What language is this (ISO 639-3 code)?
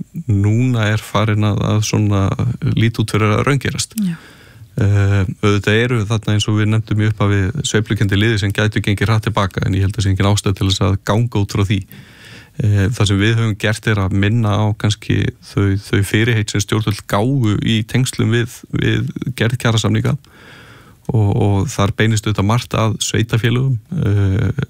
isl